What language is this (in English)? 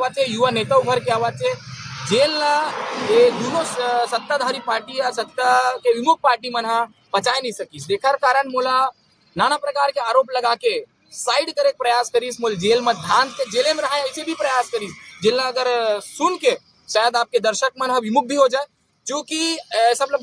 Chhattisgarhi